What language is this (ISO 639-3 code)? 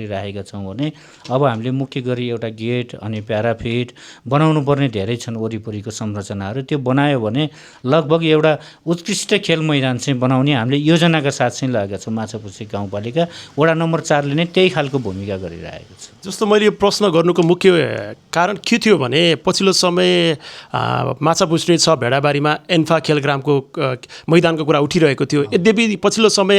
nep